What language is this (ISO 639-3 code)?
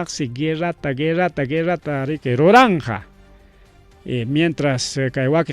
quy